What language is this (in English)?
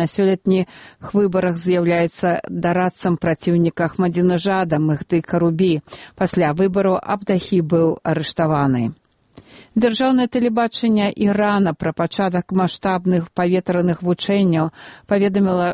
Belarusian